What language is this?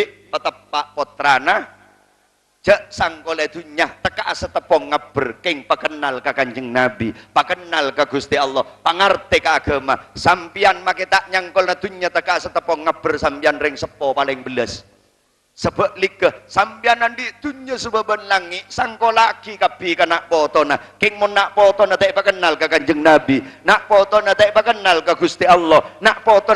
Madurese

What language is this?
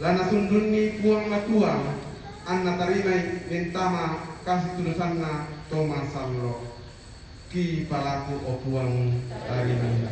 Toraja-Sa'dan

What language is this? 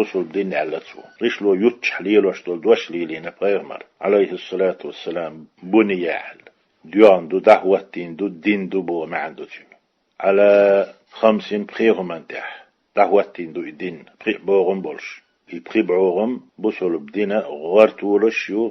Chechen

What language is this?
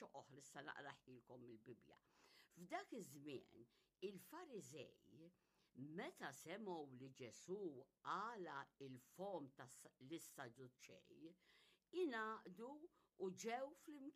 Maltese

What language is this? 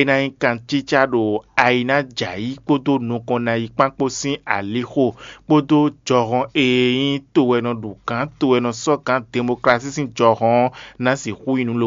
Fon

